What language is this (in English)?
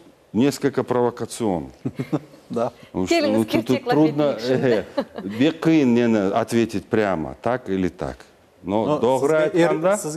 Crimean Tatar